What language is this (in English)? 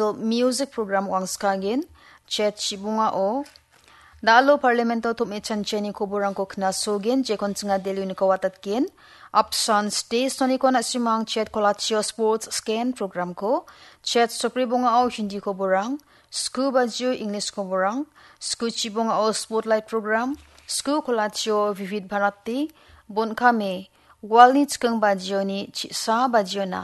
Garo